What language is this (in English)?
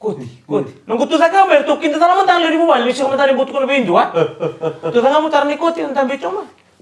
Fijian